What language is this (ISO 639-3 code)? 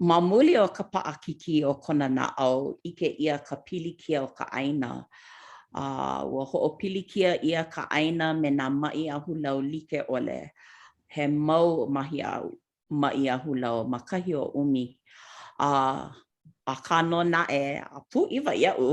haw